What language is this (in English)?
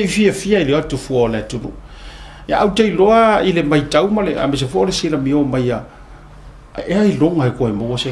Samoan